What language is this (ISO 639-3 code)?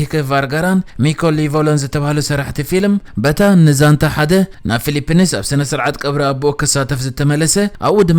tir